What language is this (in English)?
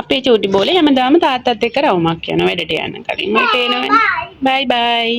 Sinhala